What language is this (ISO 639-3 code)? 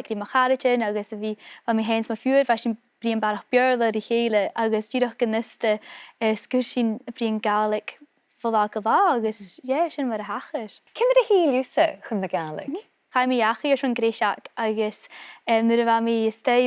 gla